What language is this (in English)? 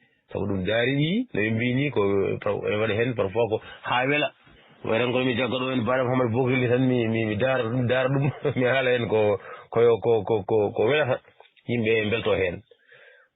Fula